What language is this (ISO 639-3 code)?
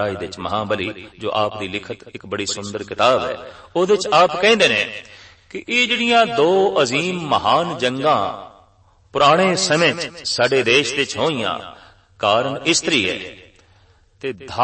pan